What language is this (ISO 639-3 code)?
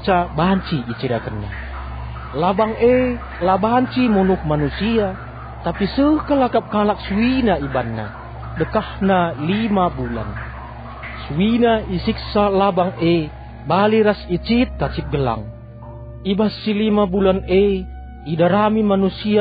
btx